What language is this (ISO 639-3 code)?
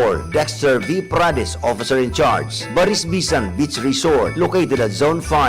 bik